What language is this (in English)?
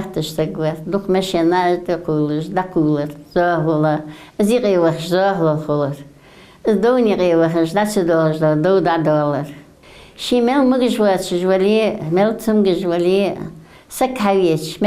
Ingush